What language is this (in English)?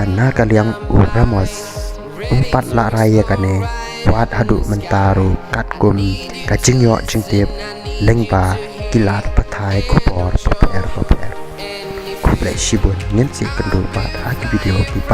Khasi